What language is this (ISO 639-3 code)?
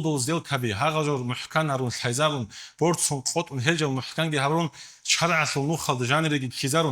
ava